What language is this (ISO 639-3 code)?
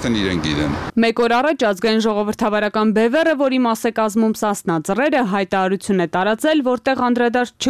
hye